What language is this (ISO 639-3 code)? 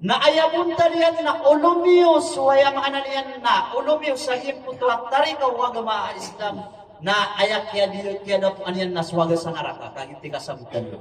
mrw